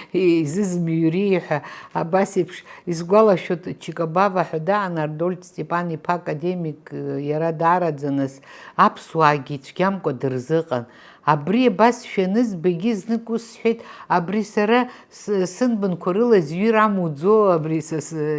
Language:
Abkhazian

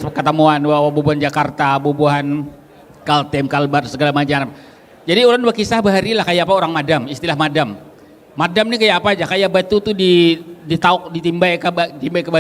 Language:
Banjar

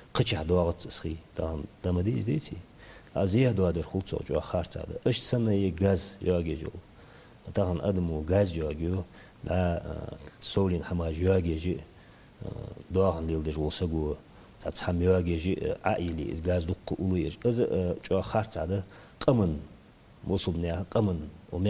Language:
Ingush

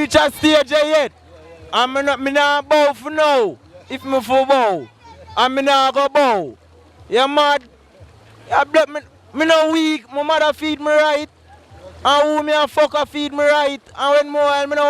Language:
Jamaican Creole English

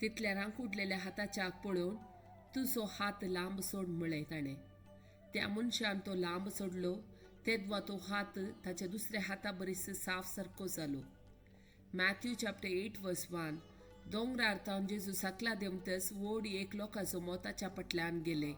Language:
Konkani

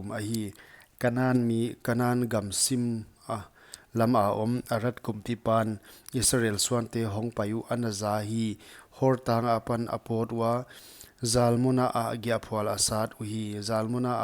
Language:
Paite Chin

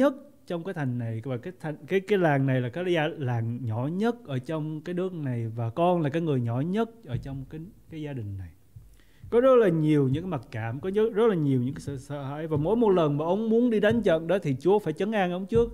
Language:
Vietnamese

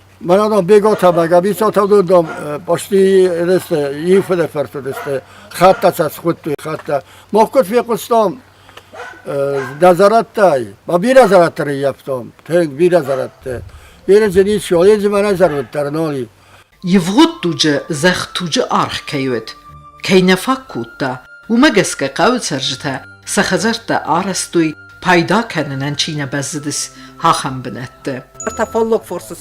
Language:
Ossetic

